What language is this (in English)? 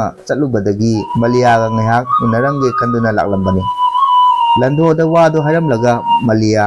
Manipuri